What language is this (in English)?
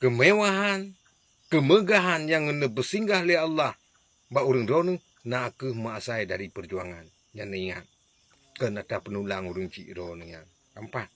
Achinese